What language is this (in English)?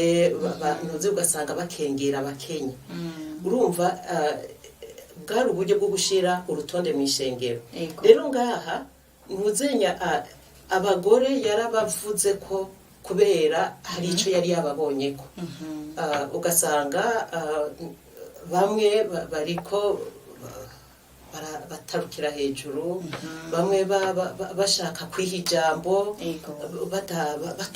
Rundi